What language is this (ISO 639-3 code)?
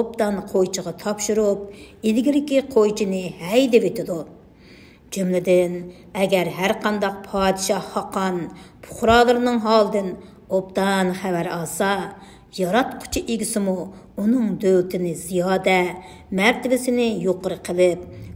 uig